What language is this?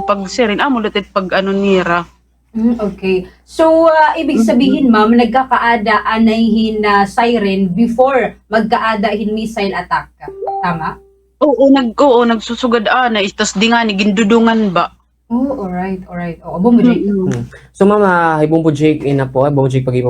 Waray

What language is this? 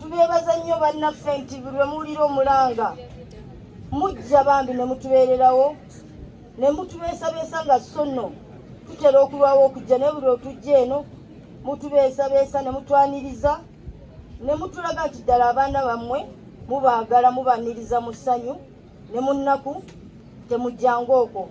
Ganda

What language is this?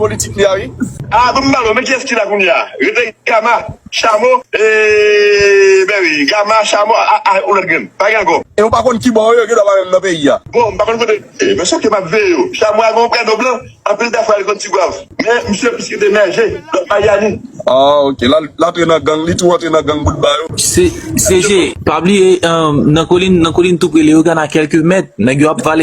Haitian Creole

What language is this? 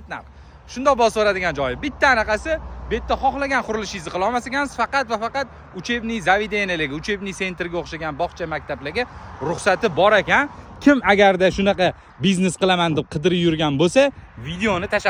Uzbek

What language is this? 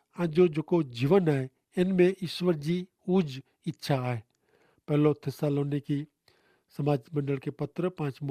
Kachhi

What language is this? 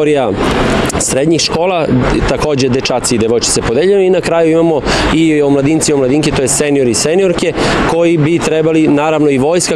Serbian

